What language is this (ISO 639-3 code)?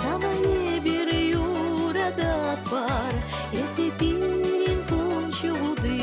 chv